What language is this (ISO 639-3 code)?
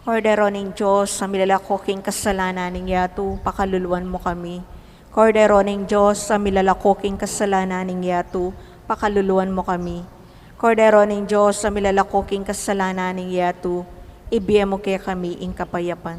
pam